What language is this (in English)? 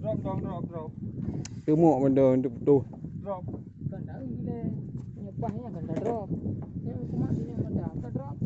Achinese